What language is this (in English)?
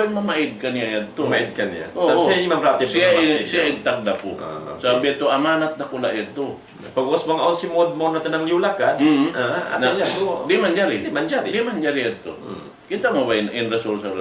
Tausug